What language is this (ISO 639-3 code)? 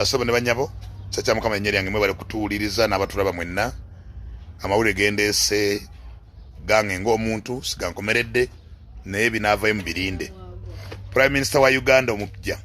lug